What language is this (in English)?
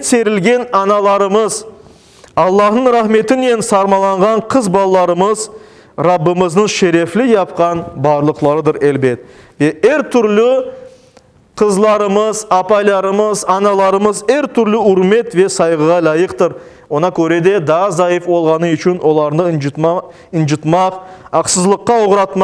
Crimean Tatar